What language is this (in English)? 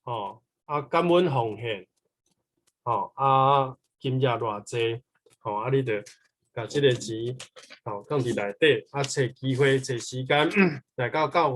Min Nan Chinese